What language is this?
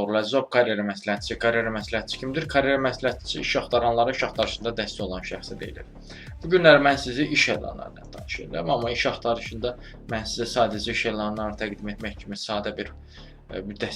Azerbaijani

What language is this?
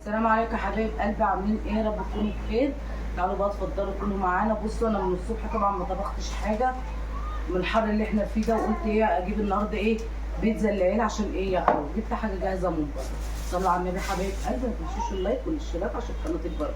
Egyptian Arabic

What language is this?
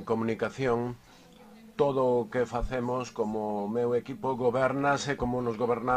Galician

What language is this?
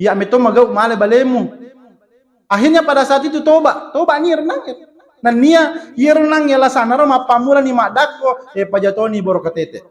Buginese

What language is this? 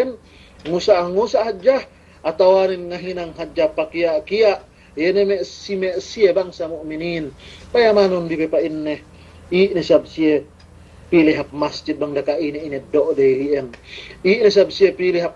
Yakan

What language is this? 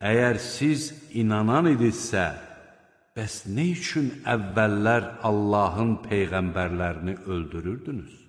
Azerbaijani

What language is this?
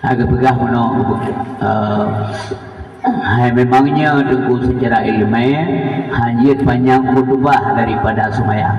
Achinese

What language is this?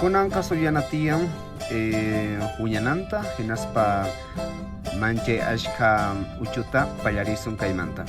South Bolivian Quechua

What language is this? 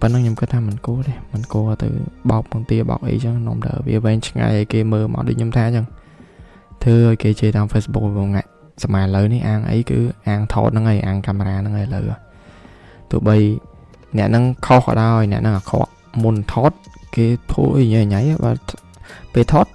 Khmer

